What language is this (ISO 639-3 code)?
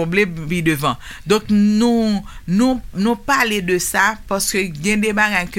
hat